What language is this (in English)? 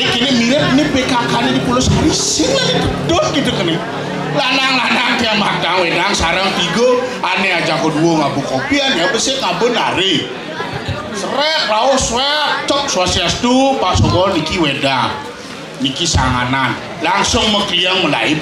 Balinese